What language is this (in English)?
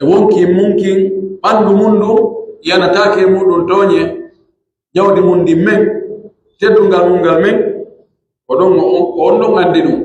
Pular